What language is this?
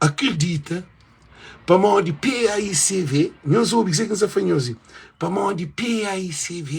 Kabuverdianu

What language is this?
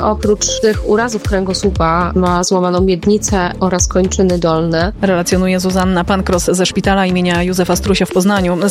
Polish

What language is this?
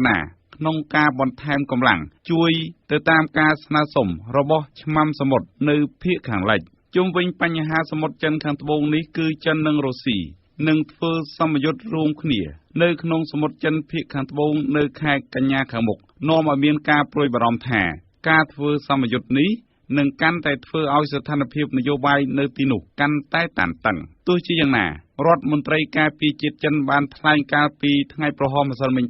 Khmer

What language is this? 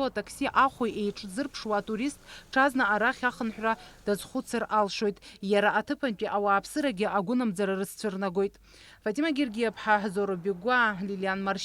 Abkhazian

